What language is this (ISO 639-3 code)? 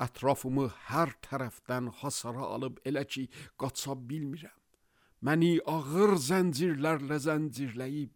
aze